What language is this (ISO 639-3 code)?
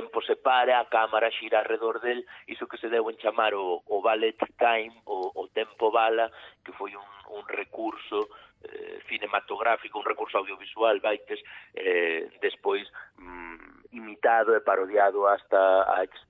glg